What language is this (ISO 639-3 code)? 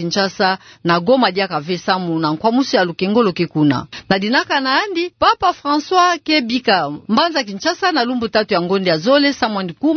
ktu